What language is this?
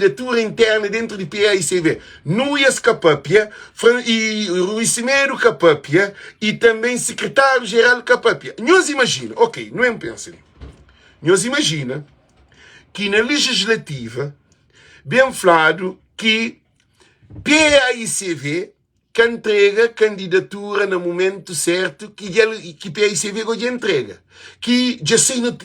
Kabuverdianu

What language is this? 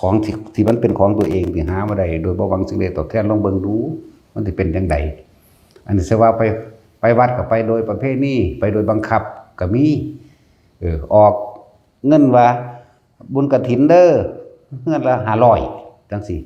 Northeastern Thai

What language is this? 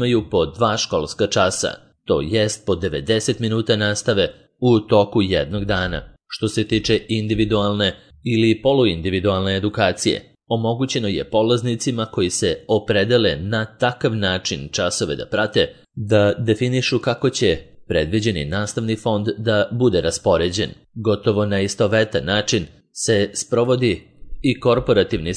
Serbian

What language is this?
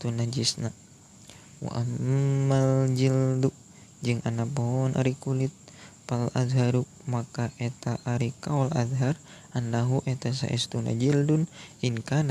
Sundanese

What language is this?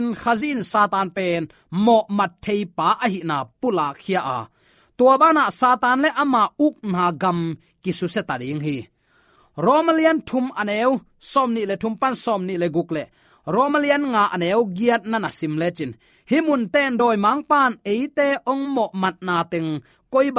Tedim Chin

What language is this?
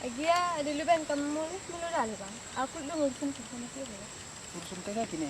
Batak Karo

